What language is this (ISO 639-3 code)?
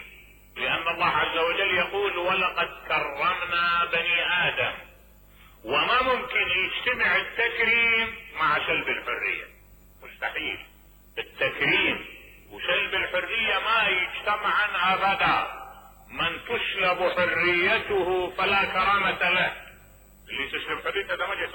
acm